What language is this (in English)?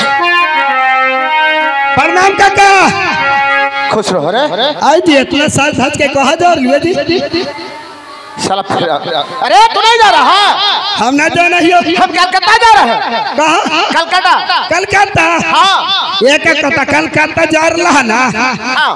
Bhojpuri